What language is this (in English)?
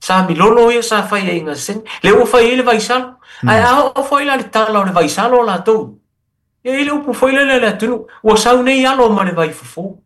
Samoan